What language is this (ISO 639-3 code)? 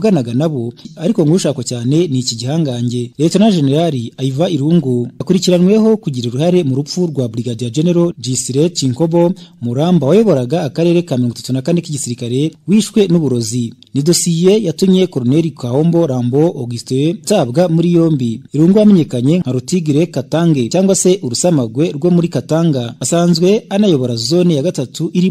kin